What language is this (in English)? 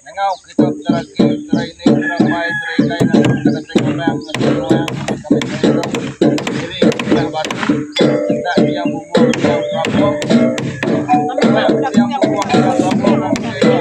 Iban